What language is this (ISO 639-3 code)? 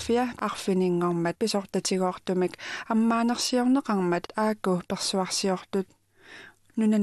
kal